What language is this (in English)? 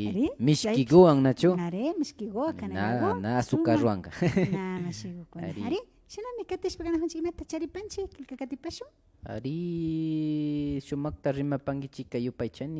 Imbabura Highland Quichua